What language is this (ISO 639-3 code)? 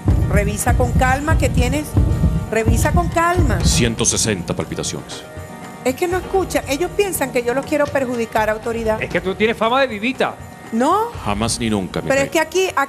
spa